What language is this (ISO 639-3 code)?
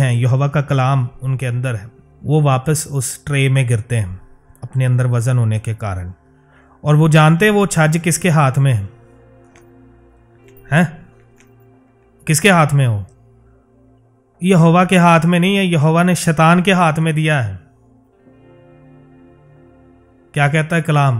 hin